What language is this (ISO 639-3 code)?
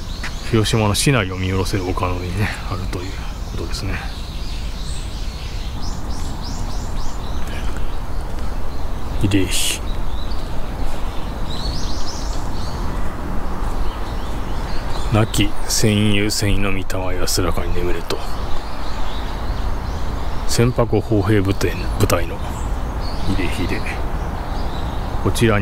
jpn